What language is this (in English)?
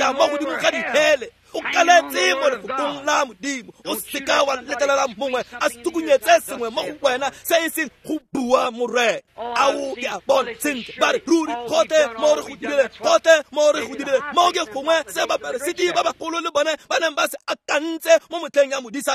Tswana